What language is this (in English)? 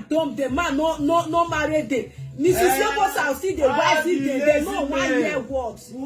Nigerian Pidgin